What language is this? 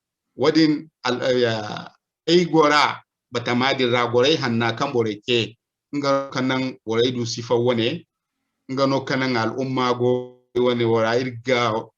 Zarma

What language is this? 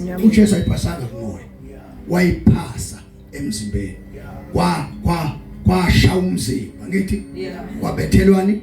Zulu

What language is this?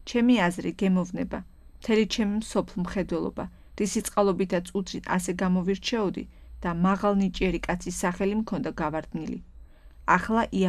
Georgian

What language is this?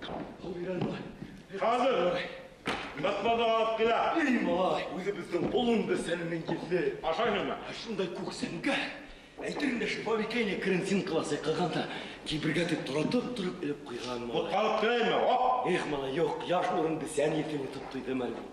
Bashkir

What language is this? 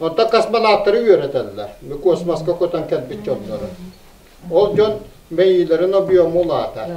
Yakut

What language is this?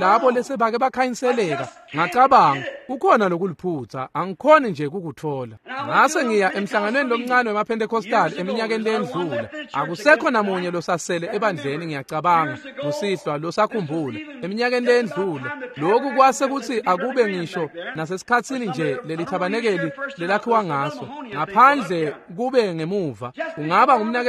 Swati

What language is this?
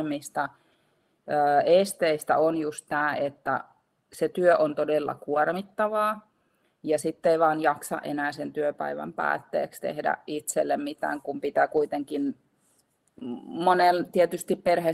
Finnish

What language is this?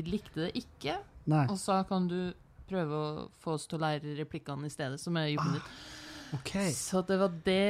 Norwegian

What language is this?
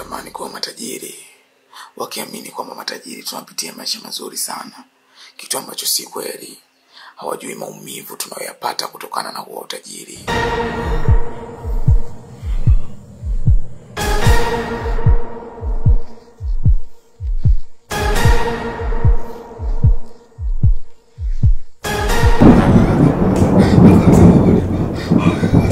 Swahili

